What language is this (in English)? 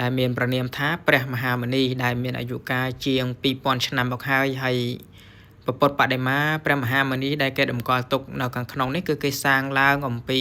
Khmer